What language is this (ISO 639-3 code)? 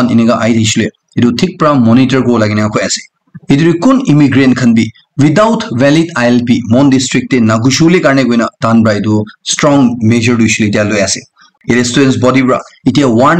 nag